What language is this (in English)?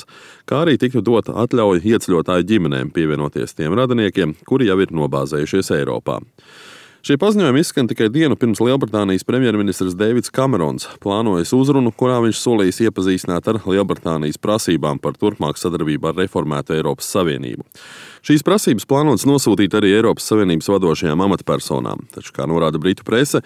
Latvian